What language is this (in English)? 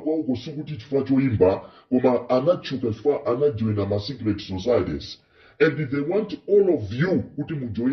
Nyanja